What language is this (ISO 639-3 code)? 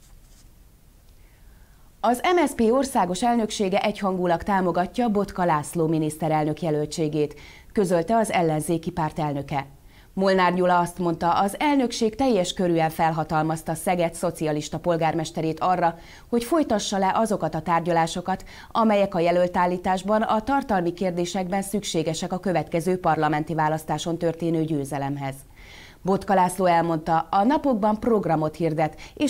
hun